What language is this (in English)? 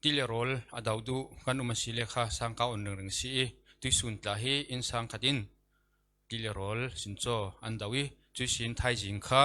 Falam Chin